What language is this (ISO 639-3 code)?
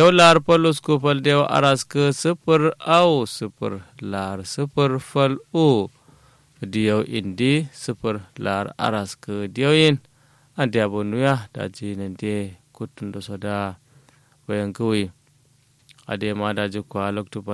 kau